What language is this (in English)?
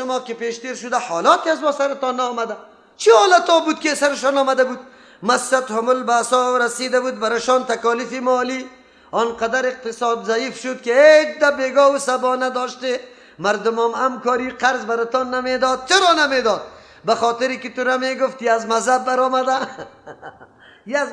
Persian